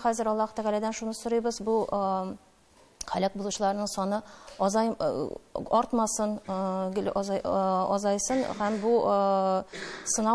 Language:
Tatar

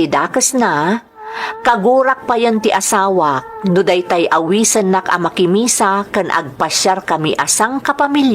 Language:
Iloko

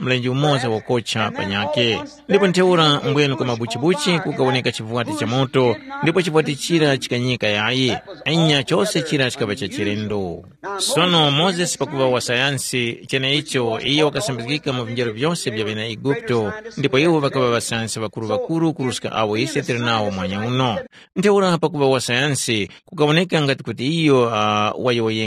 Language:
Tumbuka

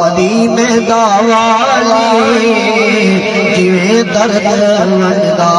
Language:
Saraiki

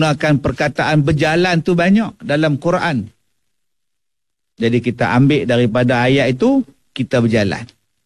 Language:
Malay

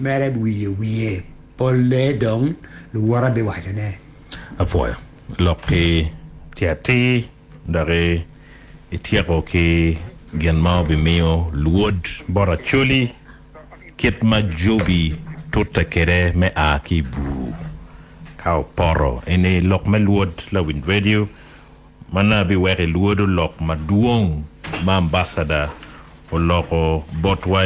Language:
Acoli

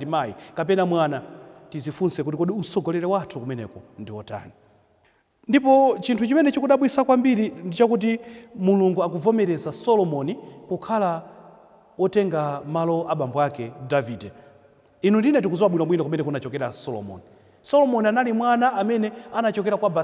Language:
Nyanja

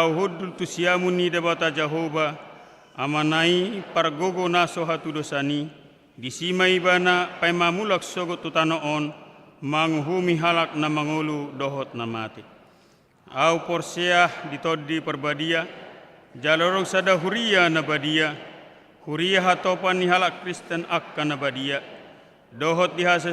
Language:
Batak Toba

